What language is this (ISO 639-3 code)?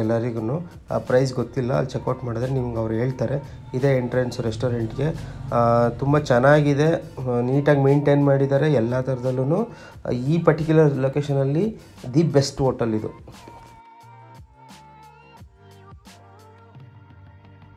kan